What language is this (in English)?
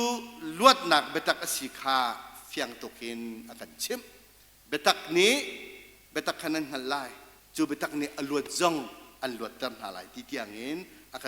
Hakha Chin